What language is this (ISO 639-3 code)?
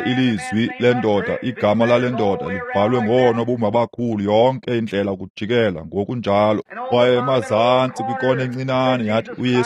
xho